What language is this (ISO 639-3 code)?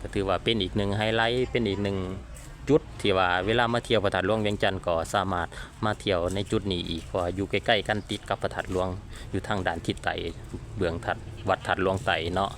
lao